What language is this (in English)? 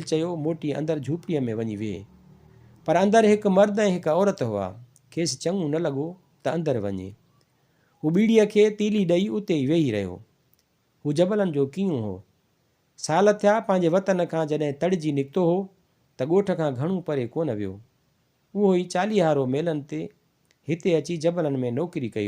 Sindhi